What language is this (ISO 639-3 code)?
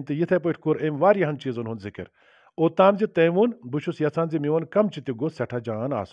kas